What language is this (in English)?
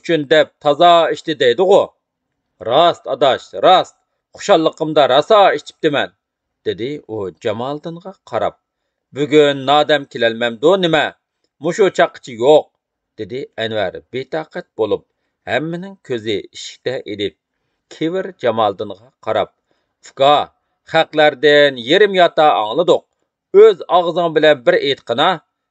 Uyghur